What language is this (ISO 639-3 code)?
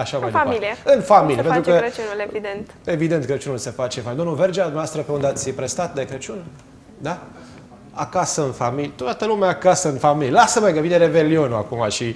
ron